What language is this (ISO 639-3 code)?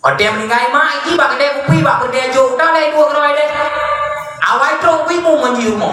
ace